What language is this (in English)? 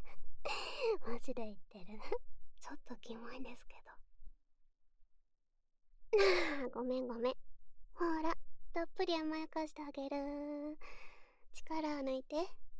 Japanese